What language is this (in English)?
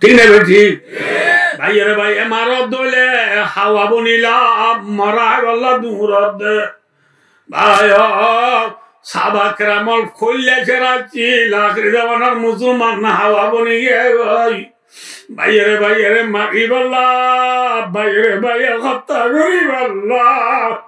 Rohingya